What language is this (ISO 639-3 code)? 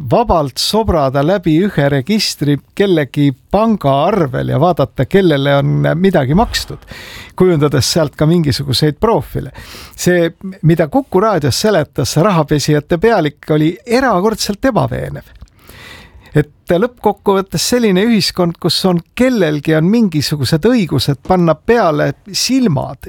est